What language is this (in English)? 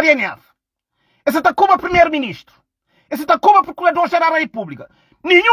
Kabuverdianu